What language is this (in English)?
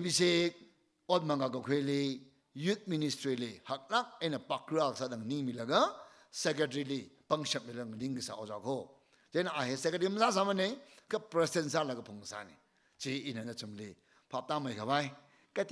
Tangkhul Naga (India)